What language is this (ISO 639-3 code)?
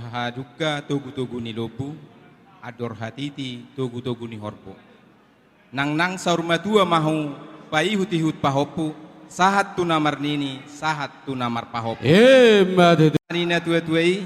bbc